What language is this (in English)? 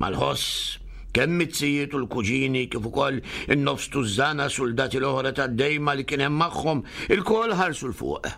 Maltese